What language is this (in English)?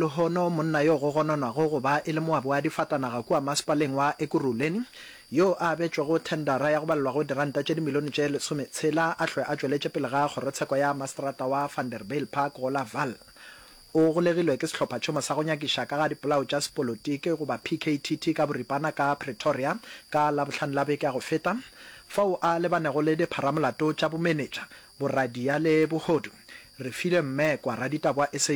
Northern Sotho